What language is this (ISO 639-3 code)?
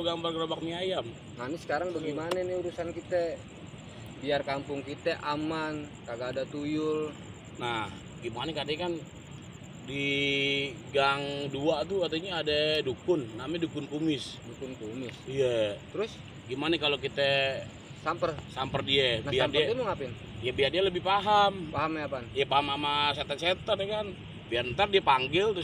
bew